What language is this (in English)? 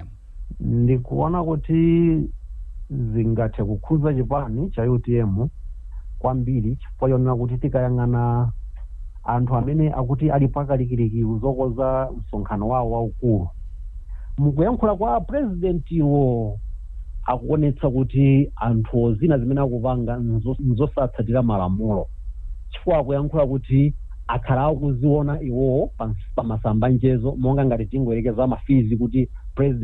Nyanja